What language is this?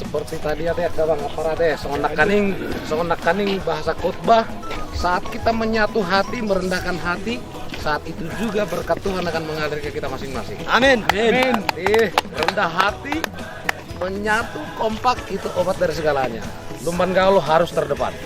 Batak Toba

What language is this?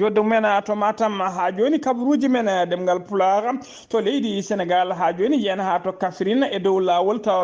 Fula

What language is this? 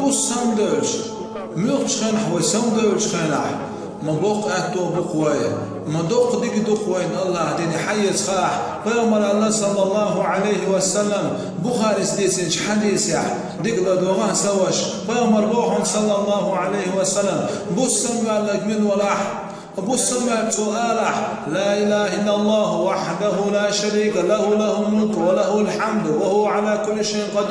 Chechen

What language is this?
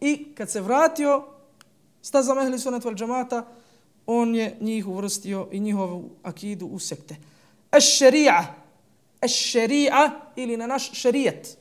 Bosnian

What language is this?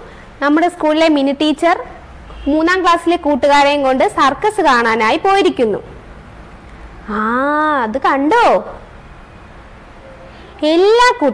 Malayalam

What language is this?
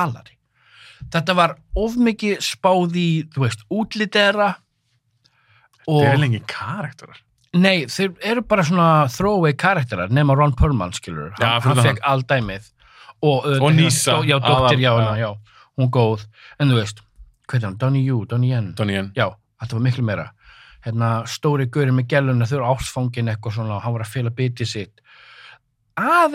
Icelandic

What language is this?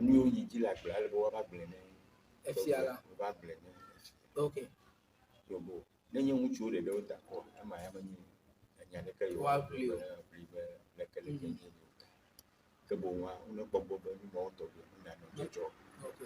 Ewe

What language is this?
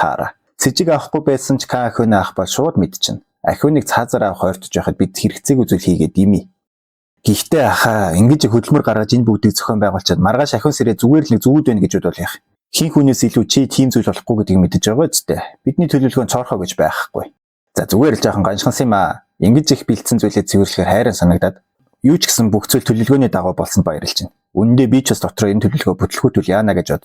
Mongolian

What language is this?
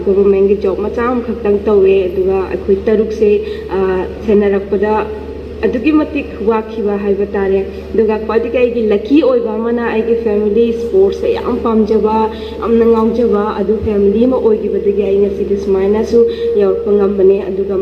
Manipuri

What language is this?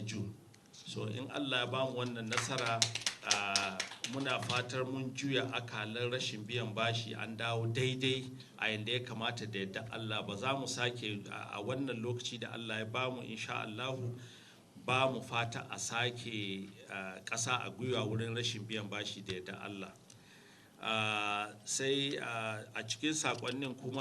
Hausa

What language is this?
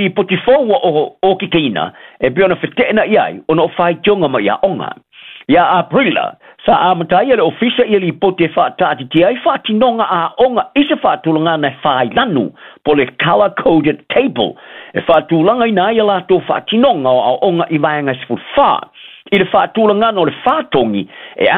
Samoan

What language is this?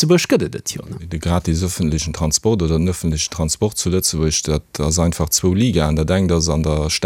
Luxembourgish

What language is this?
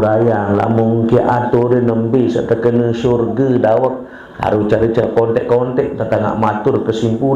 Sasak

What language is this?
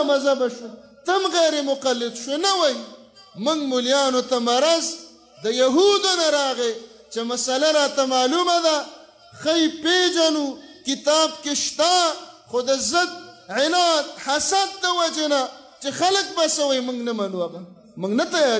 Pashto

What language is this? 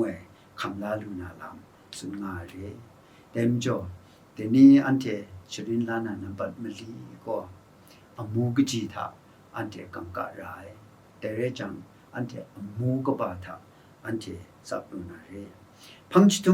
Kachin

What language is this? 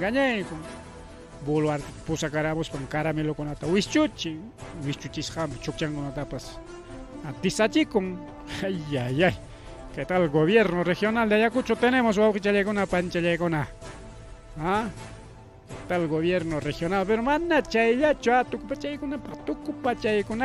Ayacucho Quechua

